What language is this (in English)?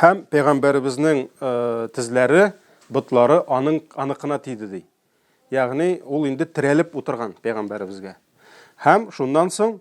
Tatar